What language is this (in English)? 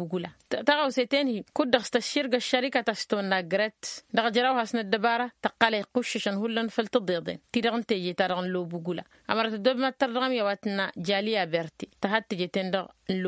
Tamasheq